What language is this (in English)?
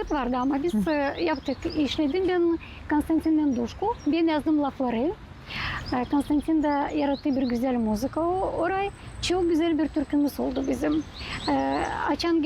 Gagauz